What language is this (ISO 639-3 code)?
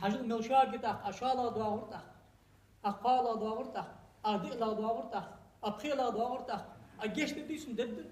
inh